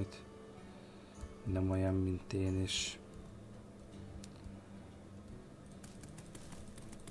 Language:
Hungarian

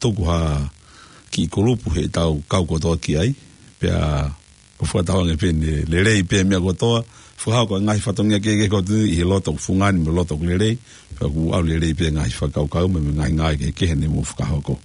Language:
Tongan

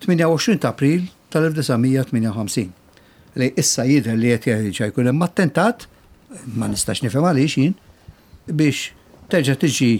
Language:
Maltese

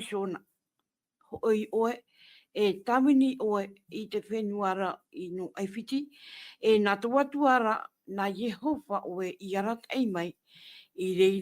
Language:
Tahitian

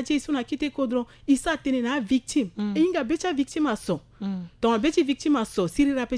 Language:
Sango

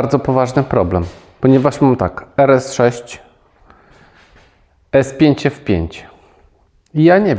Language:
Polish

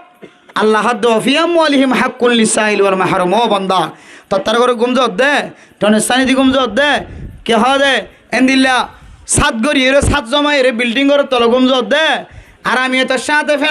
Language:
Rohingya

